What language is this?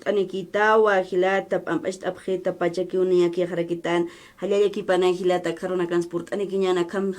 Aymara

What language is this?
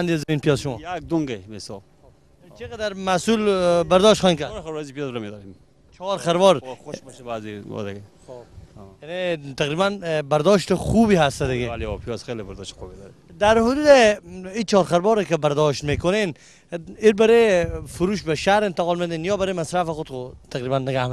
Persian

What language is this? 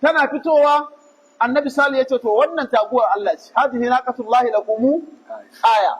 Hausa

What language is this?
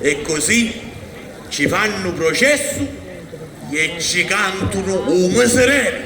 Sicilian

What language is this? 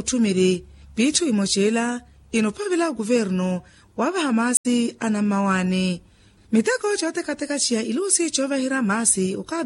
Makhuwa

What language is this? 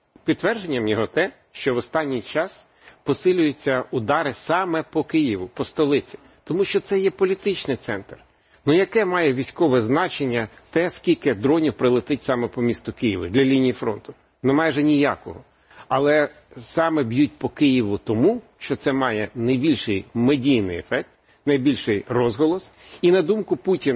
Ukrainian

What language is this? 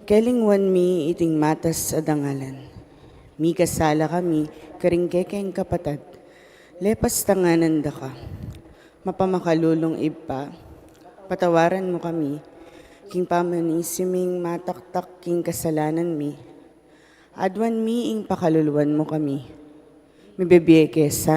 Pampanga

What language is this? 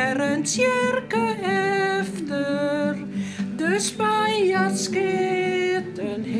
Western Frisian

